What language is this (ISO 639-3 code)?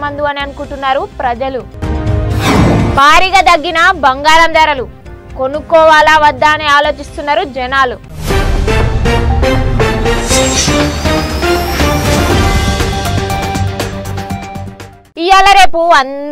tel